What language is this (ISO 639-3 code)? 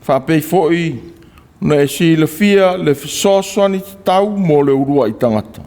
smo